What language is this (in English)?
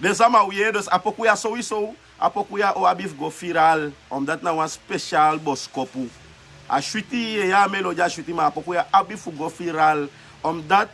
Sranan Tongo